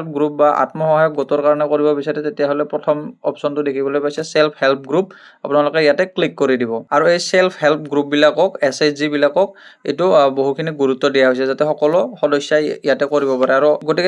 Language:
Assamese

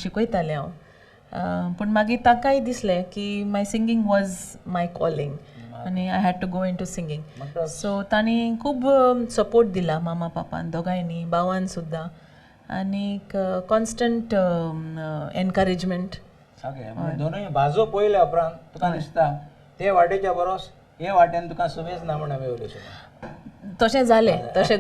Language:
Konkani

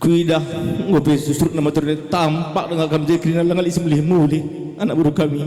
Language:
Batak Karo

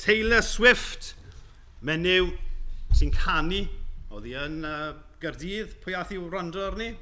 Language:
Welsh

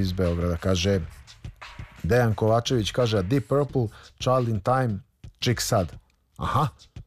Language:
Serbian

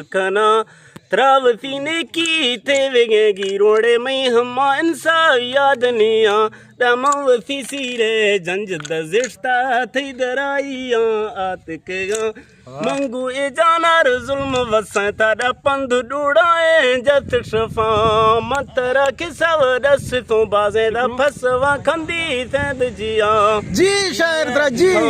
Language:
Eastern Balochi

